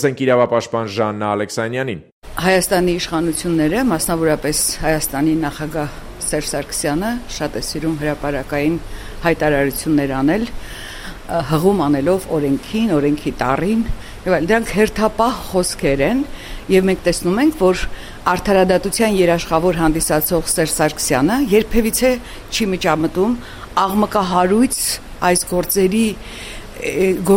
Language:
Armenian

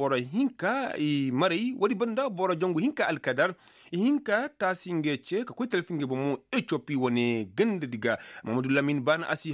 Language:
Koyraboro Senni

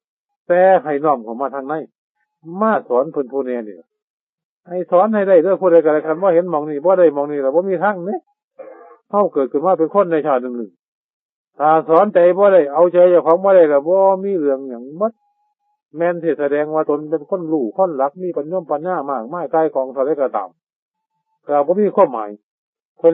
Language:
Northeastern Thai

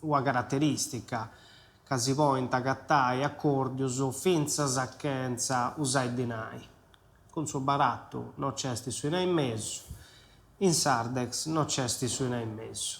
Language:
Sardinian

